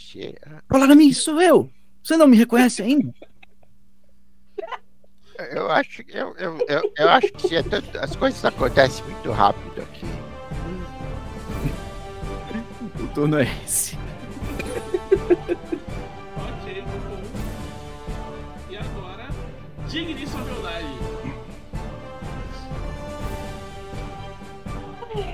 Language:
Portuguese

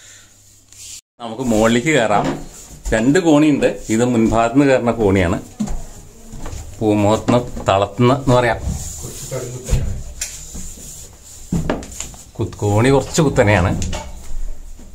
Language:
Malayalam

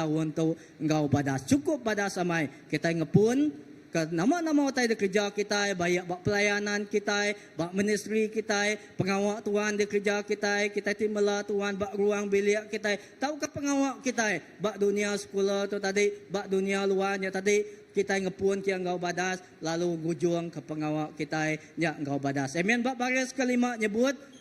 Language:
Iban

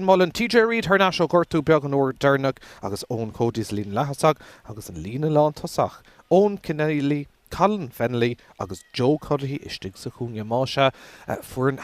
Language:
Irish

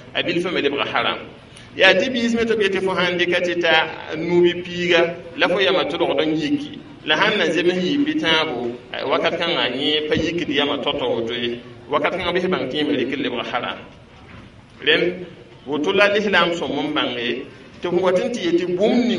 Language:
Mossi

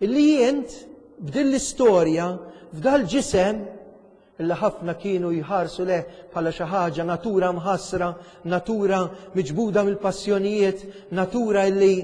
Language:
Maltese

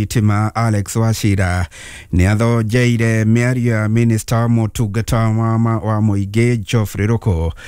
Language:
Kikuyu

